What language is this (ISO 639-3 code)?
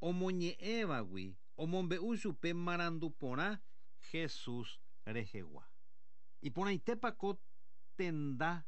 grn